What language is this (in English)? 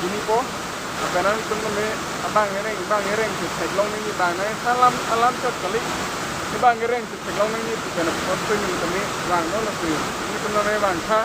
Karbi